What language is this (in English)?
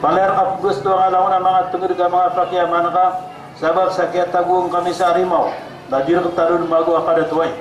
Maranao